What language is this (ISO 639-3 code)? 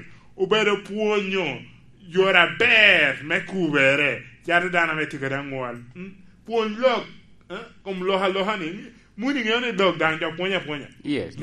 laj